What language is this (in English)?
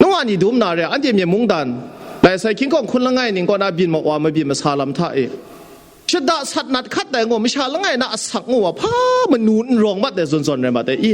Kachin